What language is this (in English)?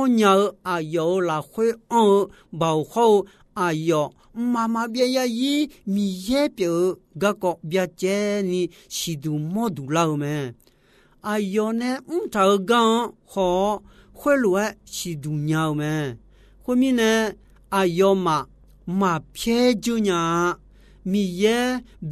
Akha